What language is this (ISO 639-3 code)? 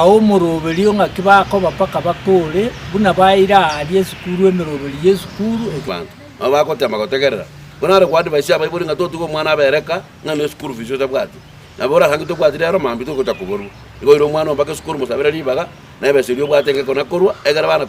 guz